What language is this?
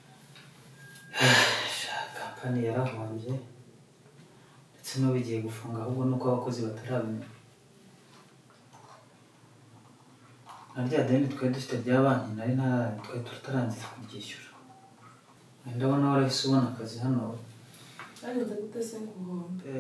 Kinyarwanda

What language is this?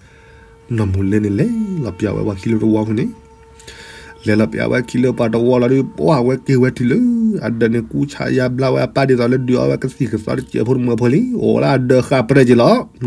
S'gaw Karen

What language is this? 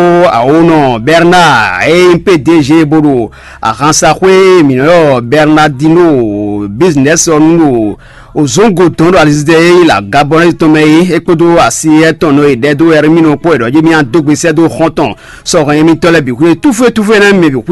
Fon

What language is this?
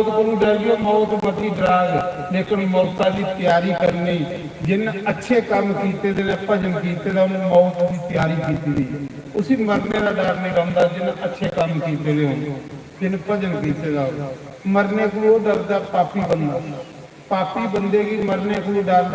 Dogri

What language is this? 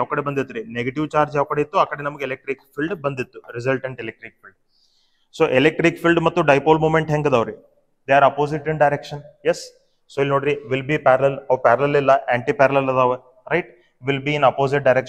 Kannada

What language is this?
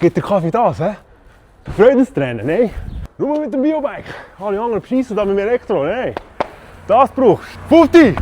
Swiss German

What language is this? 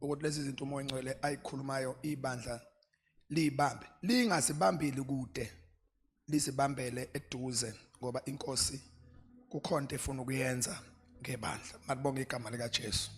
Zulu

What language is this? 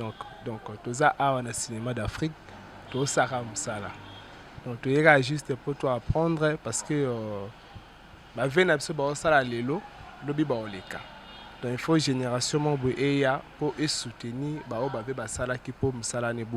Lingala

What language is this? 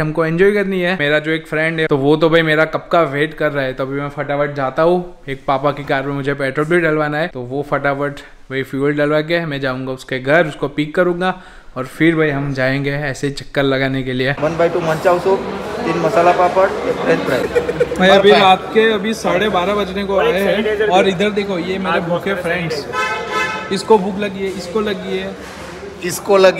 Hindi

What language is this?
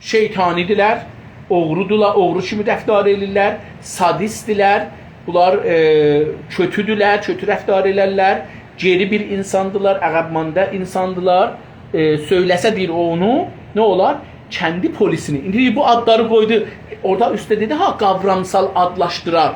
South Azerbaijani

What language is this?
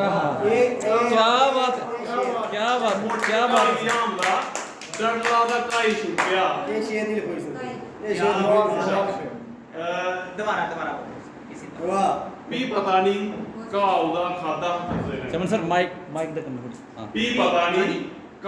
Dogri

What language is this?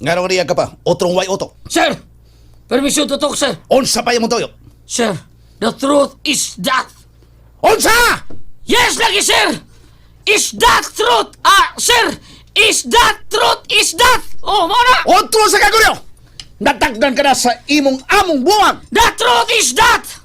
Cebuano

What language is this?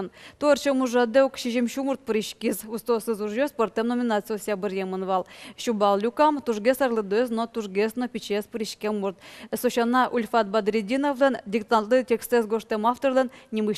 Udmurt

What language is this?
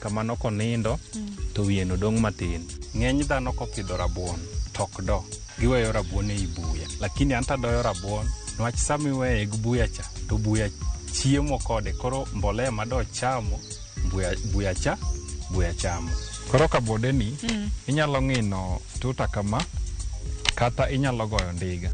Luo (Kenya and Tanzania)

